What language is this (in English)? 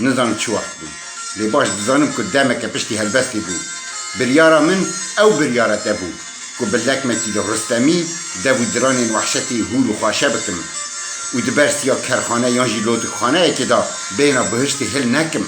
Kurdish